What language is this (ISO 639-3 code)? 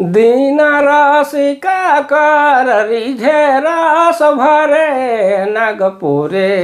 sck